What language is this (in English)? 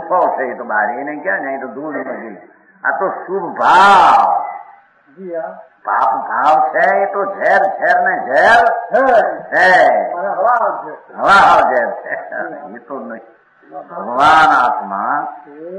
Gujarati